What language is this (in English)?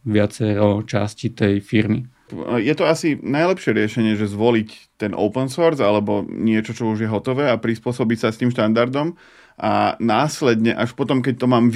Slovak